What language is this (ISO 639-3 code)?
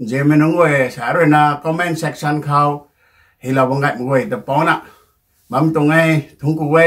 nbu